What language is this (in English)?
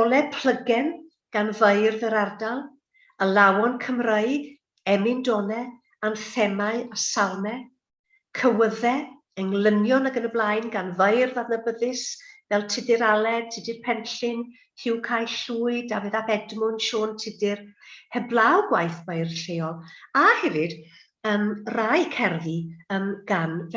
Welsh